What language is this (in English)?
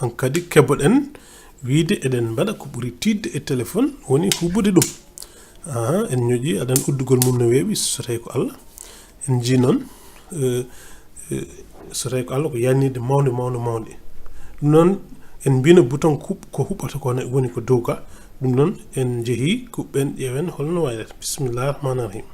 Fula